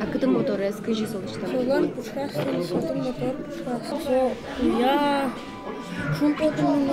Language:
Udmurt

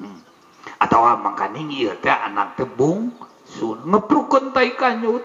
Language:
Sundanese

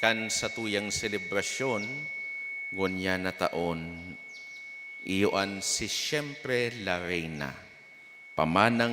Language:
Bikol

